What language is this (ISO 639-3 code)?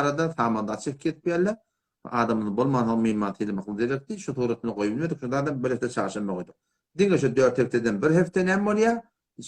tuk